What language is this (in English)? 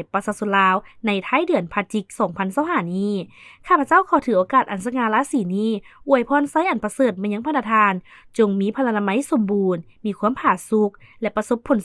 Lao